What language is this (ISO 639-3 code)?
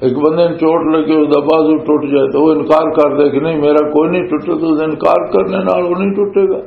lah